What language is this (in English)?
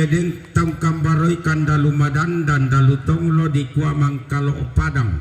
Toraja-Sa'dan